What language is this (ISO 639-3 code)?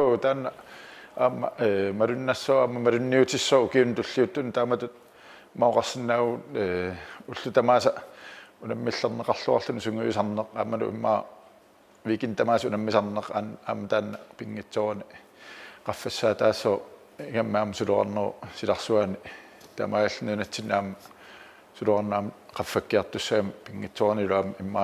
kal